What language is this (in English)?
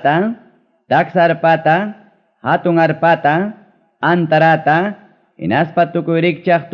Ayacucho Quechua